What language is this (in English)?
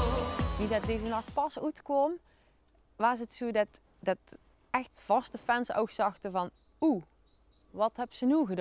Limburgish